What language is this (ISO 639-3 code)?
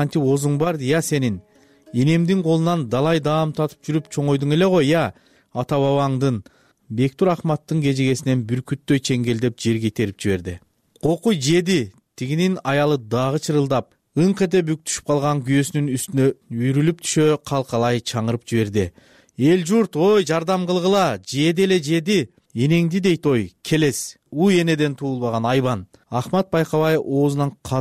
kir